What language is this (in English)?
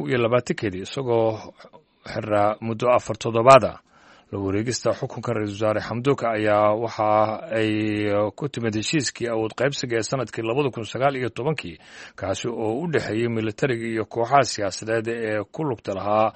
Somali